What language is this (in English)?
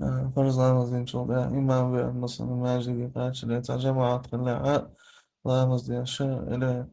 Chechen